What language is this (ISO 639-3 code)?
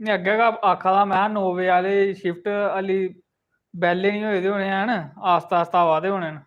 doi